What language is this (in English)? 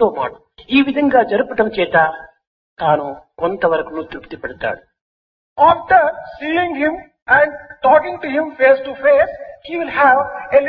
Telugu